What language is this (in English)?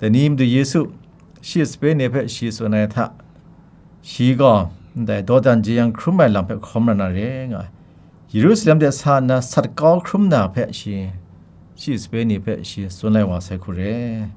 Kachin